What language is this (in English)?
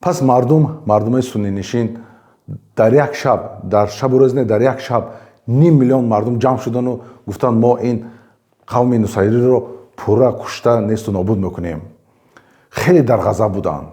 Tajik